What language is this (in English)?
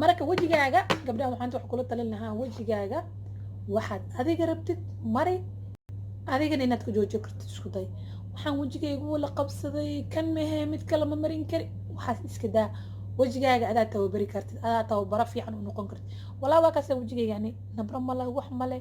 Somali